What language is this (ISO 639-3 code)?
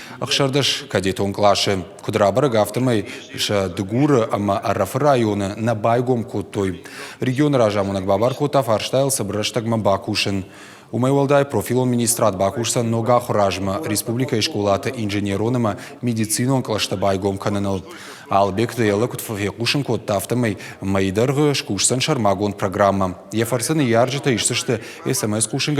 oss